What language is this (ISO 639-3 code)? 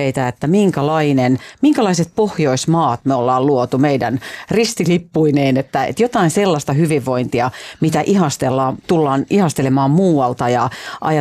fin